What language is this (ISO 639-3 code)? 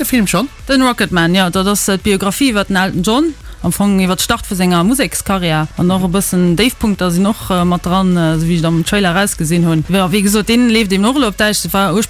ltz